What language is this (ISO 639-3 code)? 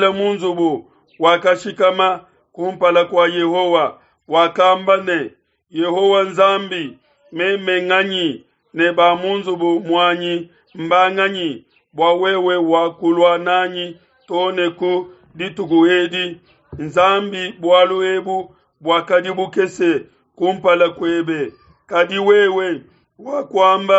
lua